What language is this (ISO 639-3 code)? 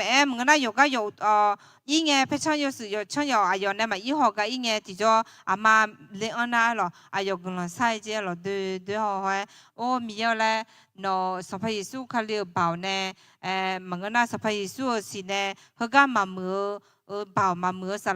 ahk